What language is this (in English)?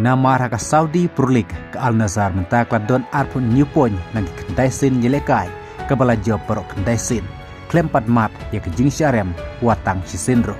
Khasi